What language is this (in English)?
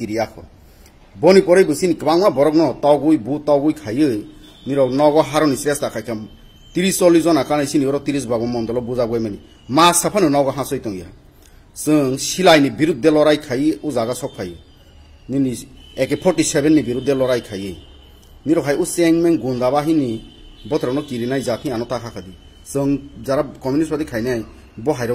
Kok Borok